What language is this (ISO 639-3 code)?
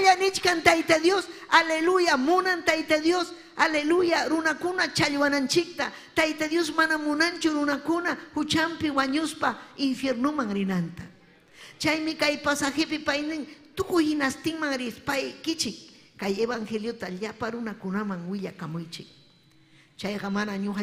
quy